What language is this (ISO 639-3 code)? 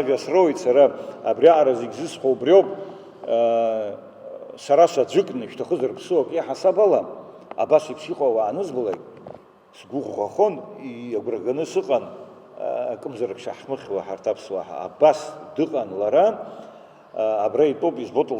abk